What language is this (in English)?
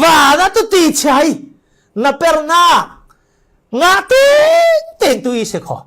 Falam Chin